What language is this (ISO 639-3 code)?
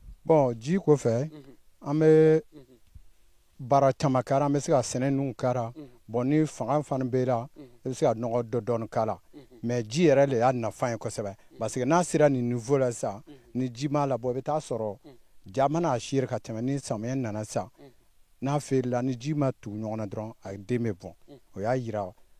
bam